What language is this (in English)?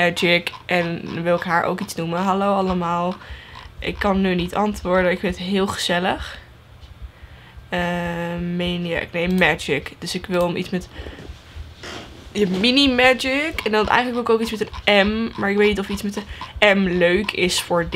Dutch